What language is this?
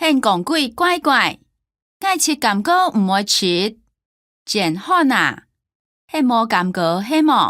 Hakka Chinese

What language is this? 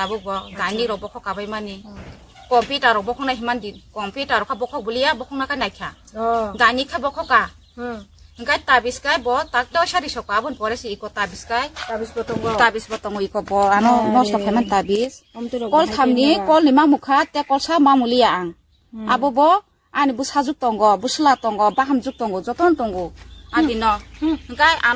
Kok Borok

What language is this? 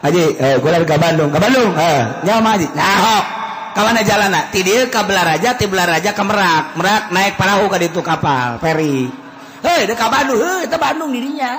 Sundanese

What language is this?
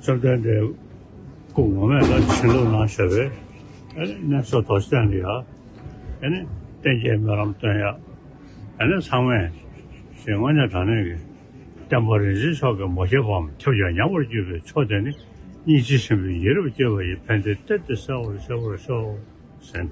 Tibetan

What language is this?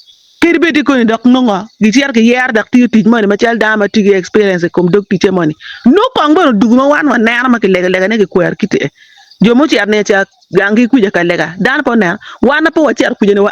Acoli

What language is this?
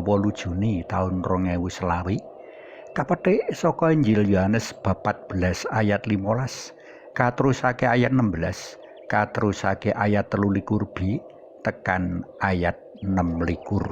Javanese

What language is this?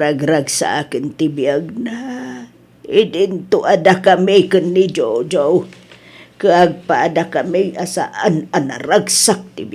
Iloko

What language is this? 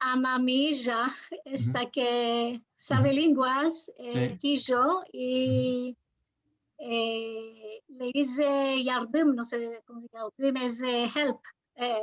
Ladino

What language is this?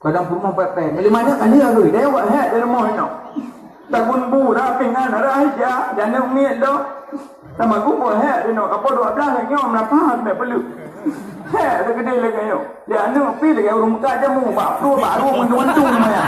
Achinese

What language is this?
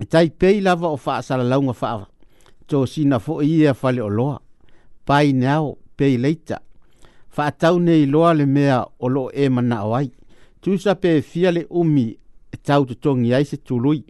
Samoan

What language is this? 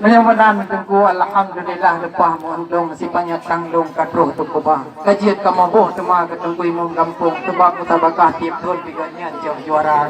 Achinese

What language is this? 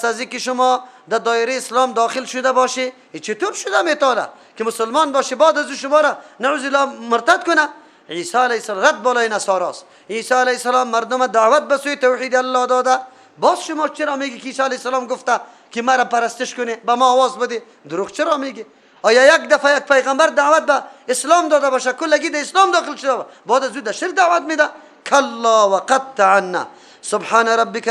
Persian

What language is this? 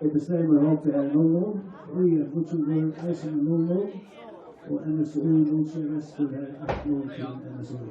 Faroese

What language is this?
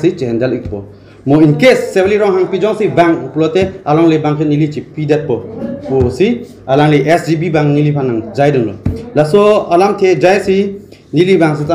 Karbi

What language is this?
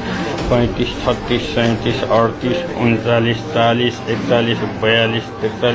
Nepali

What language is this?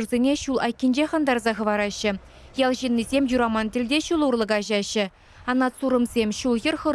Chuvash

